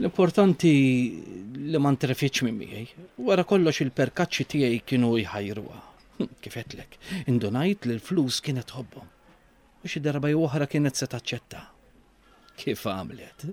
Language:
Maltese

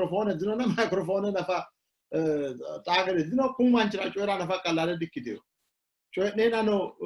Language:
Sidamo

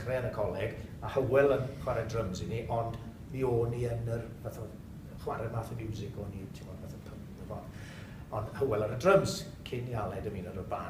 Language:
Welsh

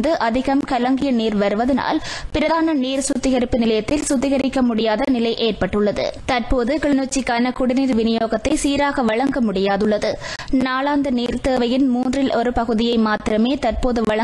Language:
Tamil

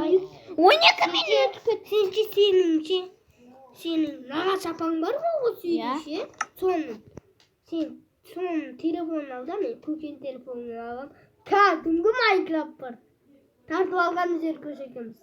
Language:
Kazakh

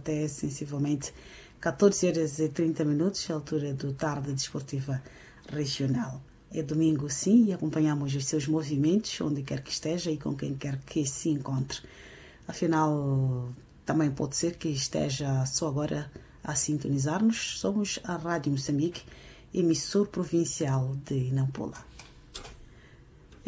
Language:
Portuguese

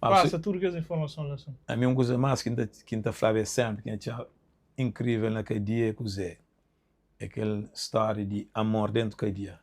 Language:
Kabuverdianu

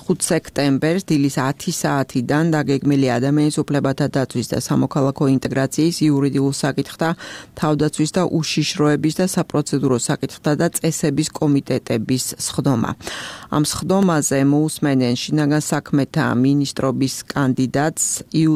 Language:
Georgian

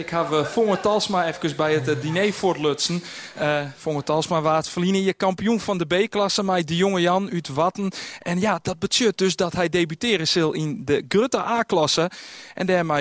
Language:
Western Frisian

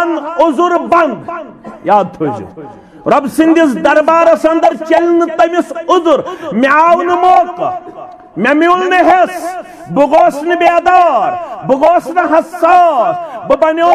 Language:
Kashmiri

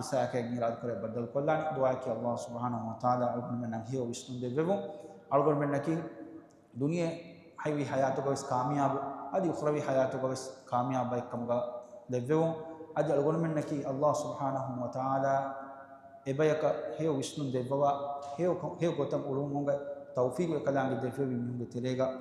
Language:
Divehi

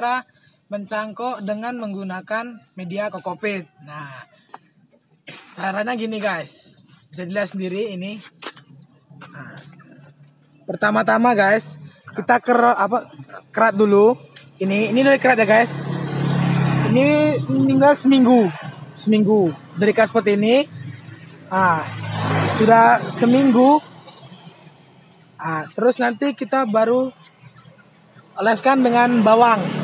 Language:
Indonesian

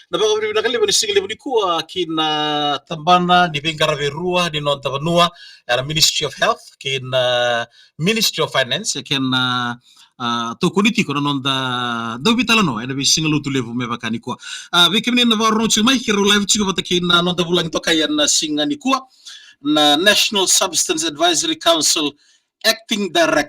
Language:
Fijian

